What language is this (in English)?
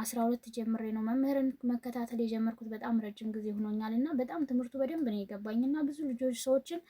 Amharic